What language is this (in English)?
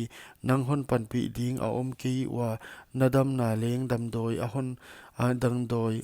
Paite Chin